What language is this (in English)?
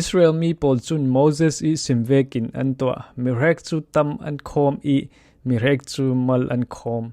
Falam Chin